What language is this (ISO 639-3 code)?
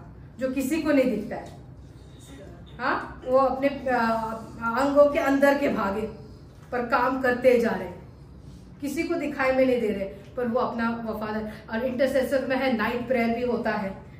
hin